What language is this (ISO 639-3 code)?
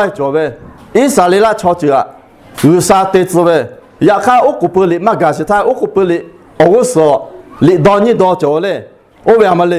lhu